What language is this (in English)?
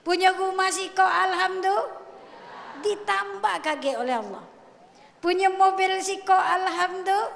Musi